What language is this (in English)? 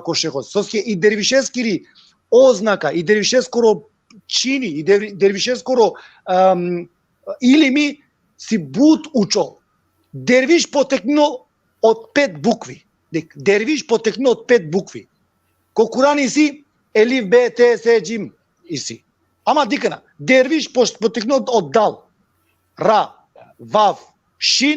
Balkan Romani